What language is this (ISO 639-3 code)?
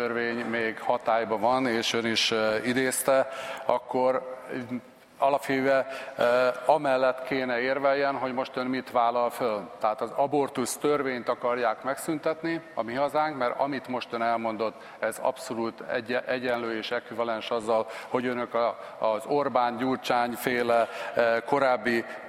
hun